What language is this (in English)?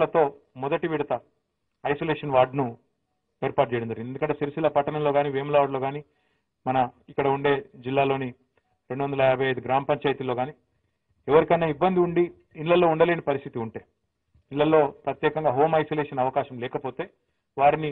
Telugu